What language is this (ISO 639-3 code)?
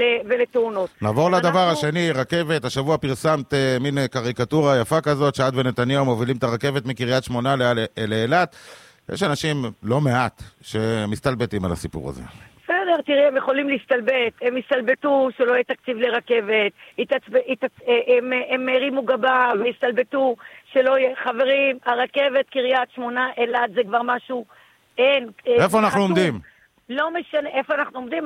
heb